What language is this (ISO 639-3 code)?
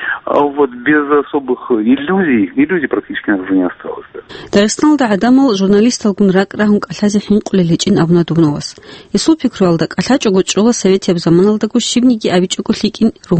ava